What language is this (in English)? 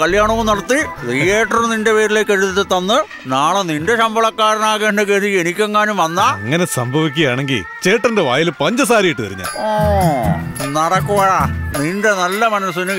Malayalam